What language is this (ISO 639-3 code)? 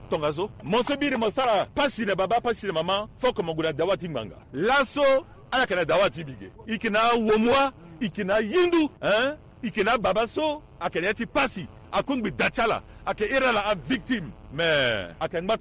sag